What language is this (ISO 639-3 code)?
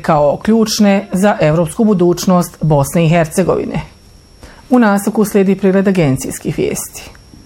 bos